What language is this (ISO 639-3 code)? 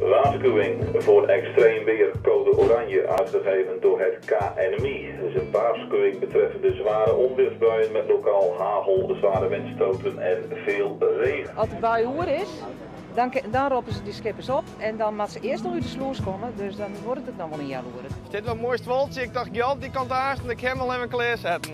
fry